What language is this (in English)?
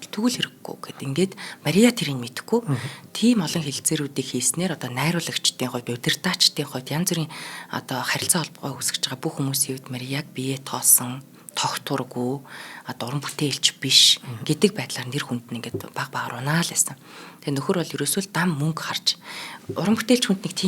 Mongolian